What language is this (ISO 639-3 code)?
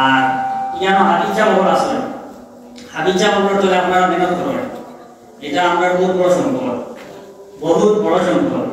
syl